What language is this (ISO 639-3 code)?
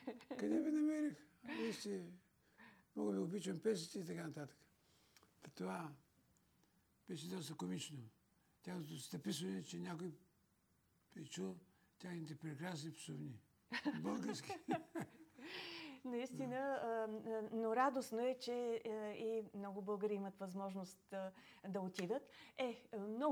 bul